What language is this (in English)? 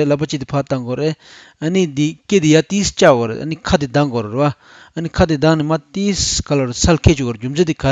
Tibetan